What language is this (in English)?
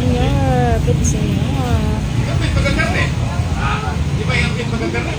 Cebuano